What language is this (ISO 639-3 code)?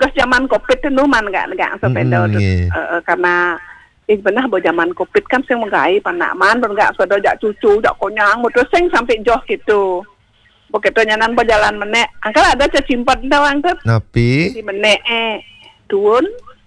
ban